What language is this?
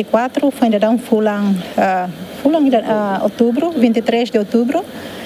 Tetum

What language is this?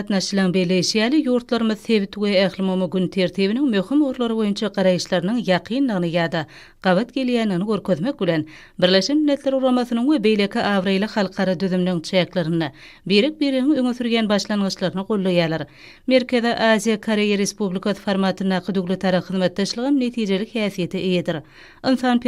Turkmen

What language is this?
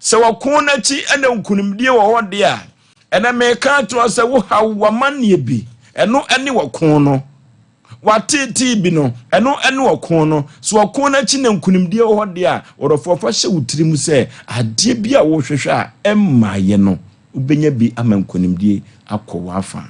Akan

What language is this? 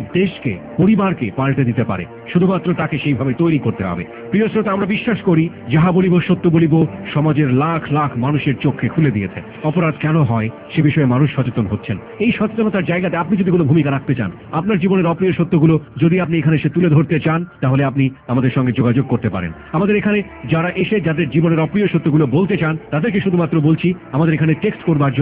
Bangla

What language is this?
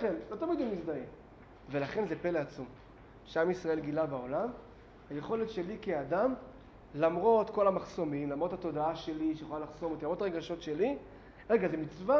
Hebrew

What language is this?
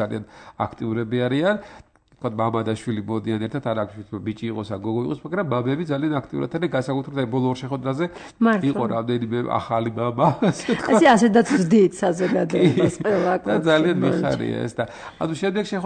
Georgian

